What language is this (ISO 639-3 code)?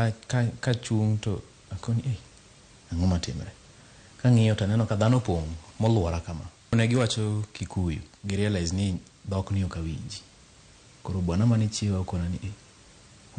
luo